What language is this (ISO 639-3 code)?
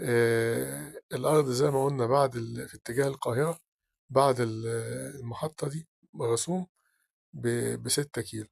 arz